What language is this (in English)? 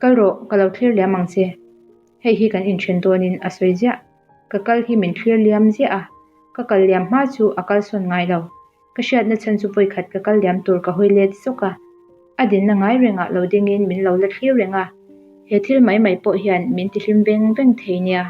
Mizo